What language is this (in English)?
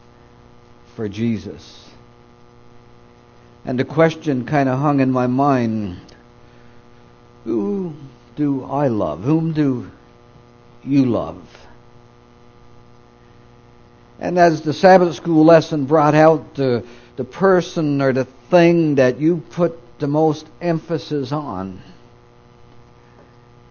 English